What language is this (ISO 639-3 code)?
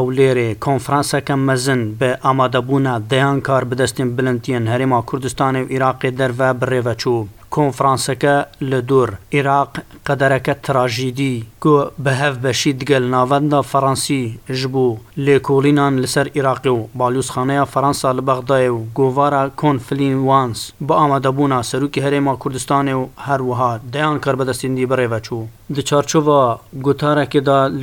kur